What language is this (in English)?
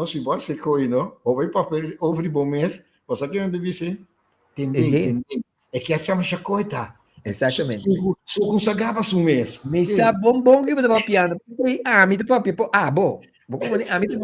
Papiamento